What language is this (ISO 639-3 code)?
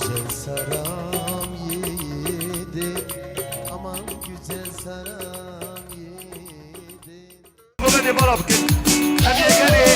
kur